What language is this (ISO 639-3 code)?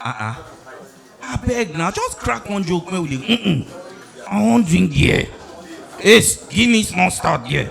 pcm